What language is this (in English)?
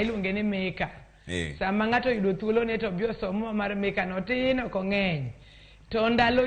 Luo (Kenya and Tanzania)